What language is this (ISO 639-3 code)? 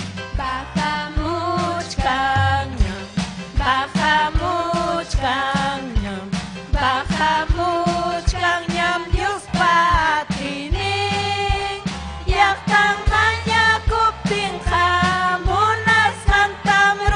quy